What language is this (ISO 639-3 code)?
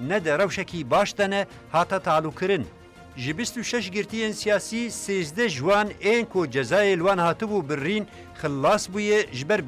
kur